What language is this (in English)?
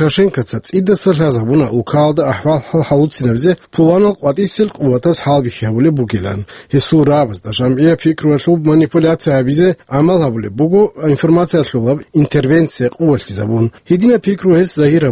Avaric